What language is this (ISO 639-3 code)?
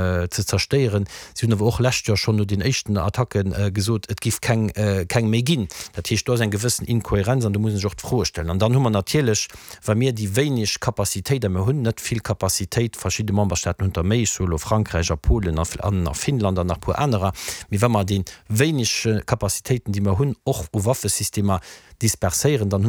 ltz